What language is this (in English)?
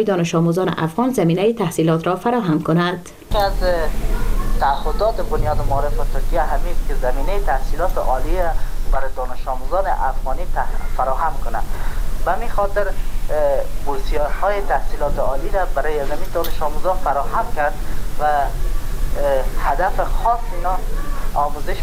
Persian